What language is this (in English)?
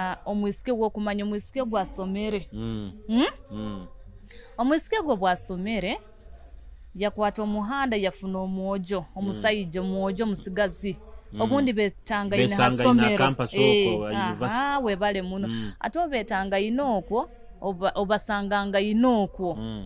Nyoro